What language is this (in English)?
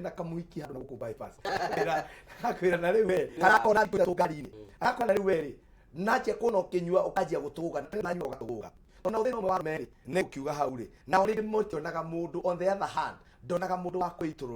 Kikuyu